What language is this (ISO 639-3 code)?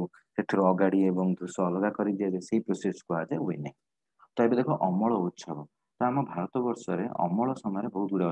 ori